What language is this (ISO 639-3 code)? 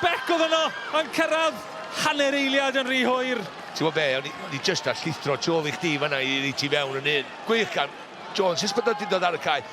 cym